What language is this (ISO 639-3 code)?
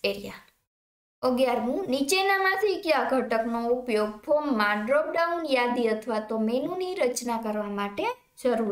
guj